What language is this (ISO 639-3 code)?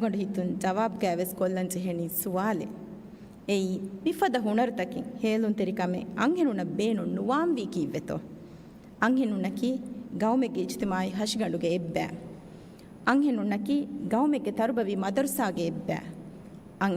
div